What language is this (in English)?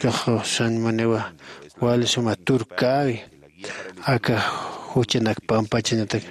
Aymara